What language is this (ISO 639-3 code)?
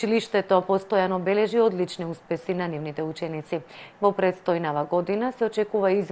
mkd